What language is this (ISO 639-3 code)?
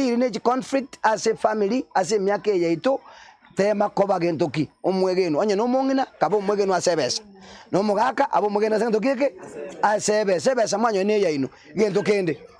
guz